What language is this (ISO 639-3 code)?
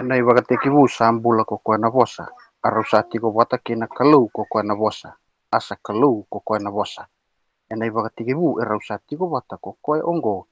fij